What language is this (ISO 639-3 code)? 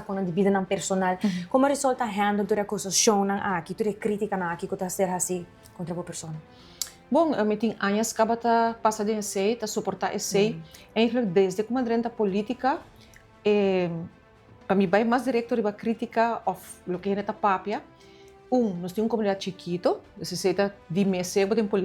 pap